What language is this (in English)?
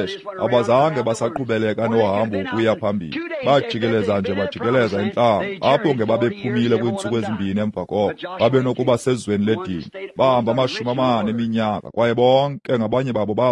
Xhosa